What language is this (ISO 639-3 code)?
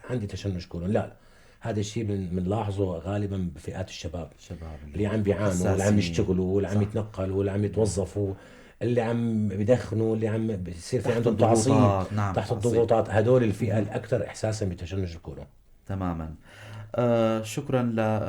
apc